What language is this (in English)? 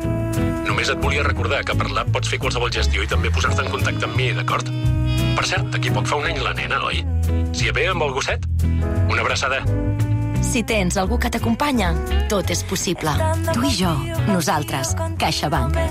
Catalan